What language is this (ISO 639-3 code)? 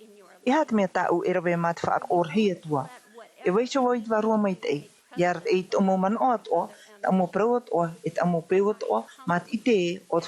tah